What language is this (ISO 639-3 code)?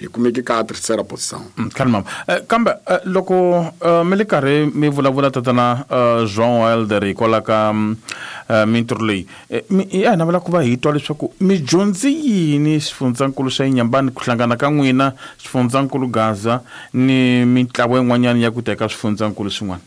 tso